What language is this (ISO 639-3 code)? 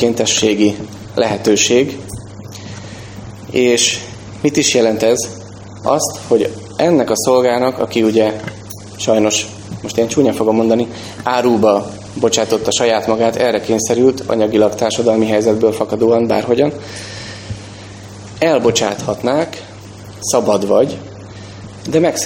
hun